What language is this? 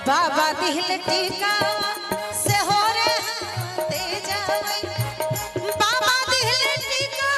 Maithili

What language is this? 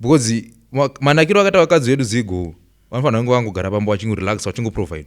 Shona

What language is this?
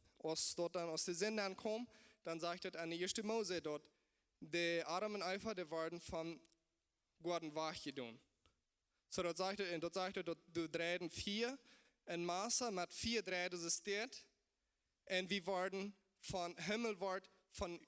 Plautdietsch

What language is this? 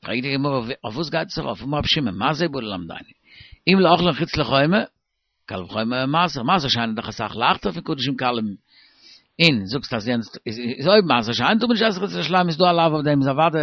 Yiddish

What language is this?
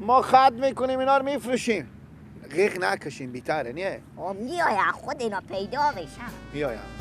Persian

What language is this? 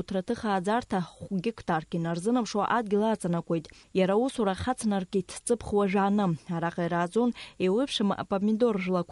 Abkhazian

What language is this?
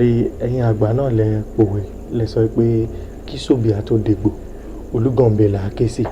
Yoruba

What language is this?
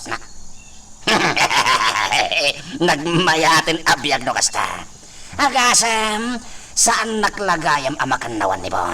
Iloko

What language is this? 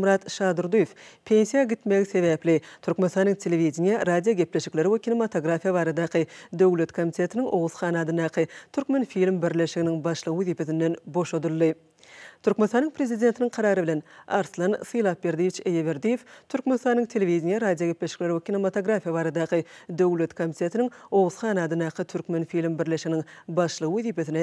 Turkmen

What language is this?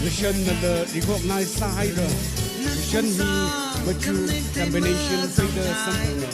Tangkhul Naga (India)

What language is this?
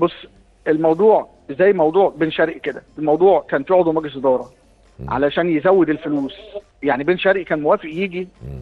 Egyptian Arabic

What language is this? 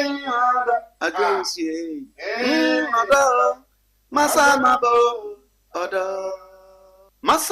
Akan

